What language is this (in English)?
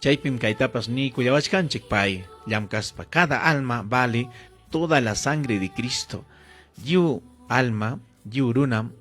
Ayacucho Quechua